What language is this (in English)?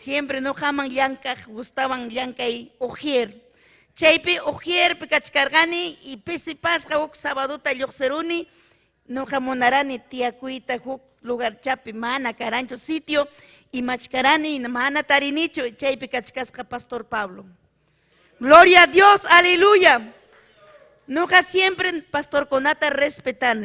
Ayacucho Quechua